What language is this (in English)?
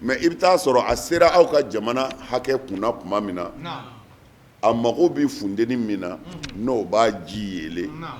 Bambara